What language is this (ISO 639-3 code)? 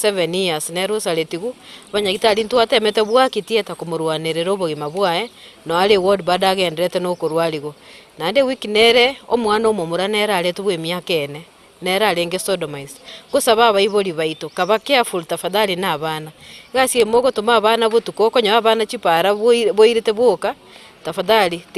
guz